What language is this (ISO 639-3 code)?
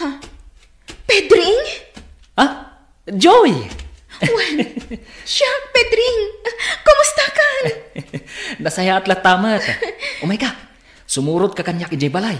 ilo